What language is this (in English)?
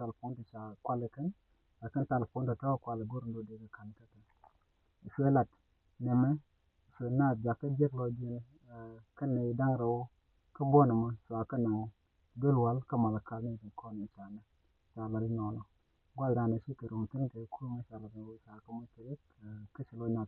Nuer